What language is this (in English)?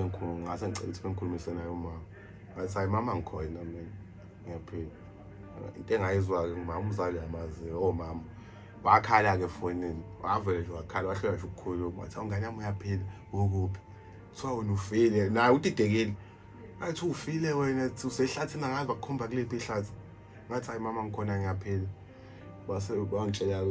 Zulu